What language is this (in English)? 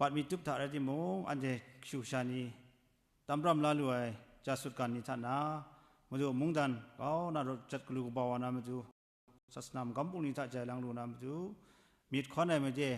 Kachin